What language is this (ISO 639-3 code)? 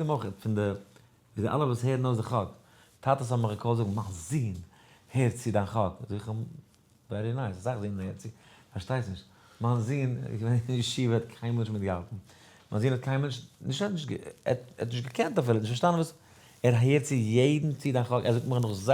yid